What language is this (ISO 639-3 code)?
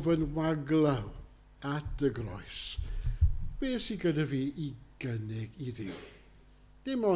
cym